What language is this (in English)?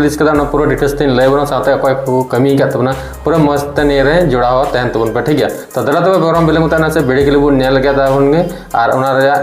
Santali